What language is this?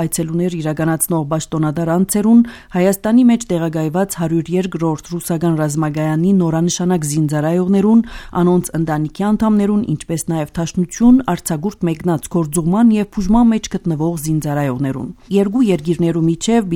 Armenian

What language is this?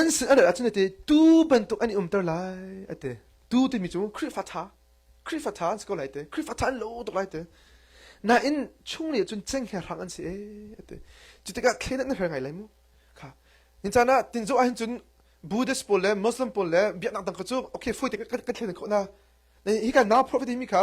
Hakha Chin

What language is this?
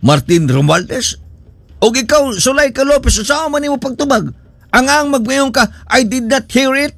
Cebuano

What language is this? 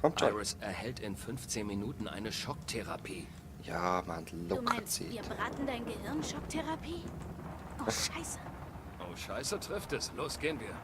Swiss German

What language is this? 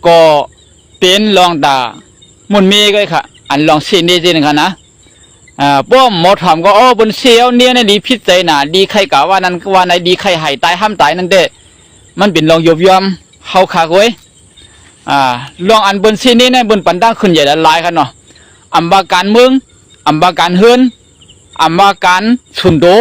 Shan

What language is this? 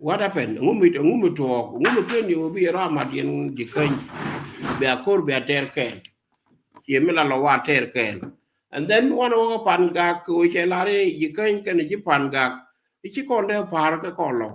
Nuer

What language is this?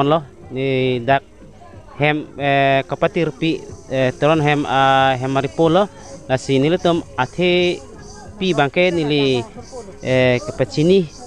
Karbi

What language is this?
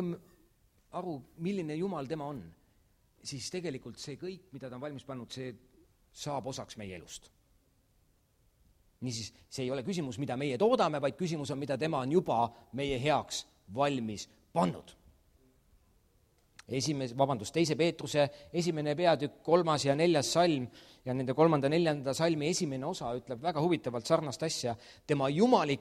Estonian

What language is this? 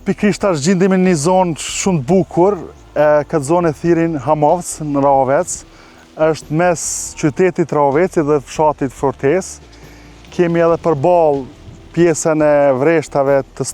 Albanian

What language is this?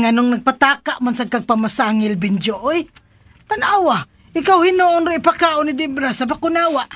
Cebuano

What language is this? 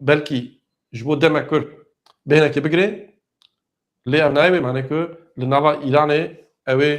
Kurdish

